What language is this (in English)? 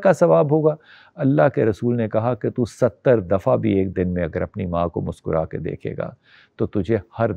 Urdu